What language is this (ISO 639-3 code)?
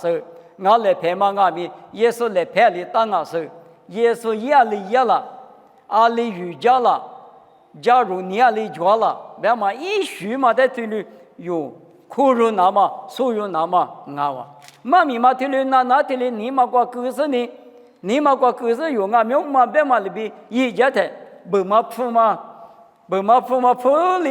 lis